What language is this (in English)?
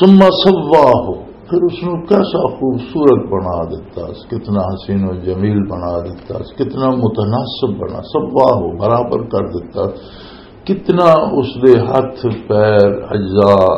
Western Panjabi